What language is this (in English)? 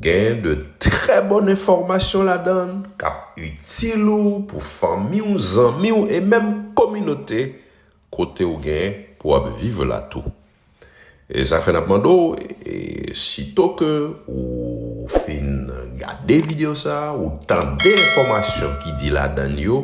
Haitian Creole